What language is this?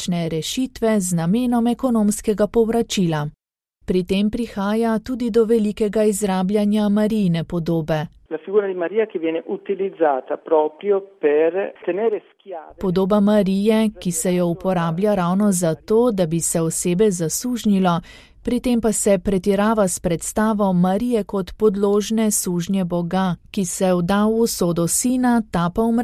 Slovenian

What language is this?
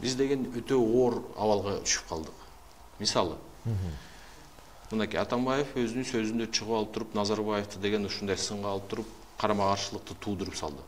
Kyrgyz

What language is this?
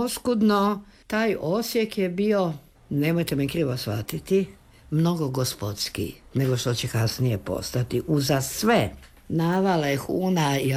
Croatian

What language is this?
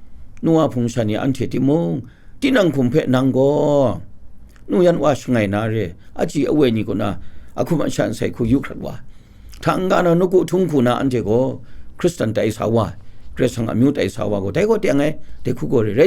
Kachin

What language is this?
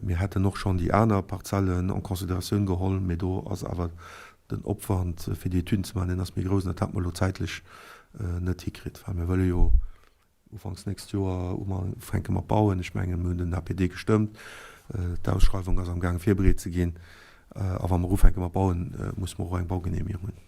Luxembourgish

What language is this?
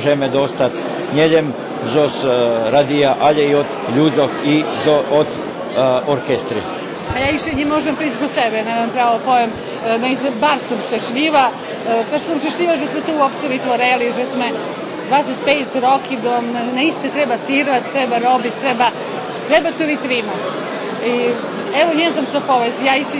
Rusyn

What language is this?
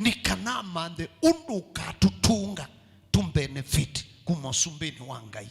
Kamba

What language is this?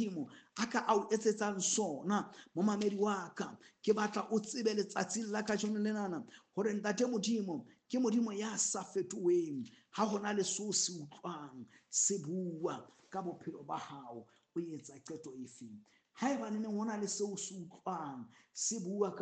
Southern Sotho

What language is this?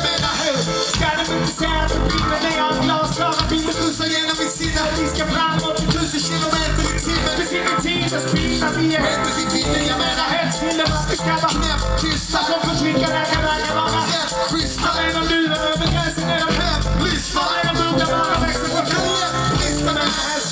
Swedish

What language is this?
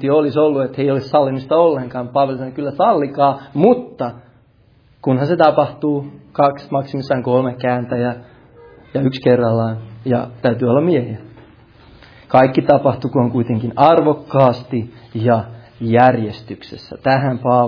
Finnish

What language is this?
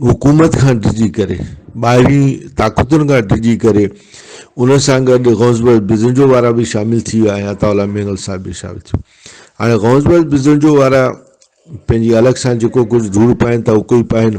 Brahui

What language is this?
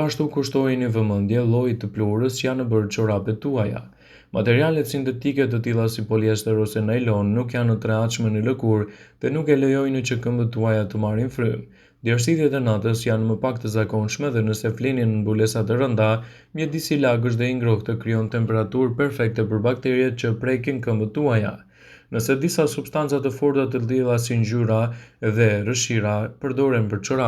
Albanian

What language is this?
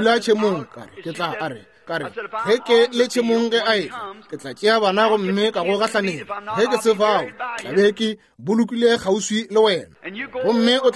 Northern Sotho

